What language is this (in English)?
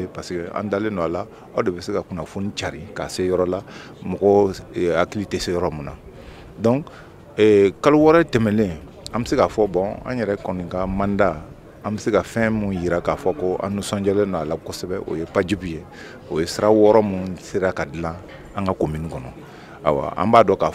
Bambara